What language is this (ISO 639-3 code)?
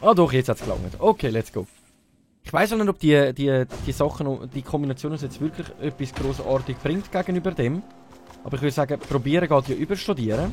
gsw